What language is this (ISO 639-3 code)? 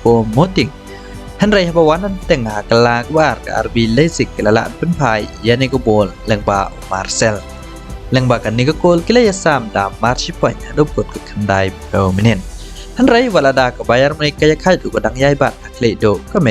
kha